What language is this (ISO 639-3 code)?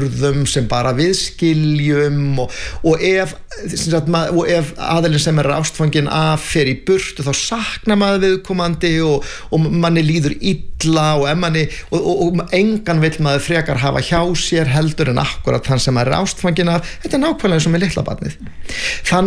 isl